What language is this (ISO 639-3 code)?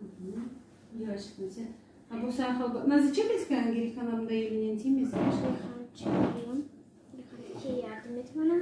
crh